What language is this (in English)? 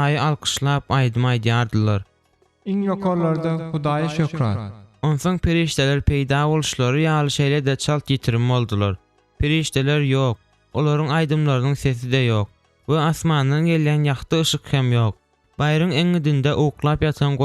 Turkmen